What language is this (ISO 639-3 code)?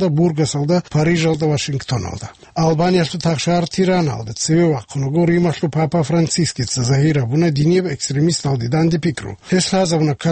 ava